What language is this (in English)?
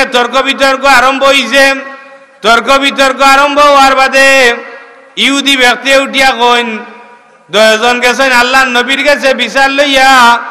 Sylheti